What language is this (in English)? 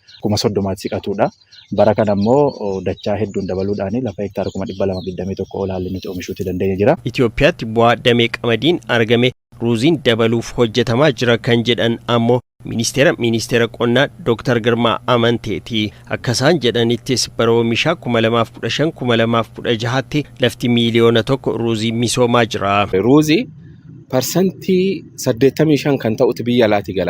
Oromo